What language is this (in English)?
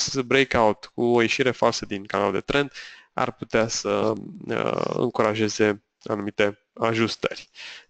Romanian